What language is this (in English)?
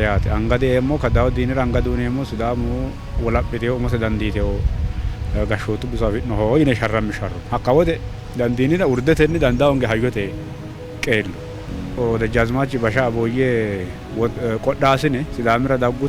Sidamo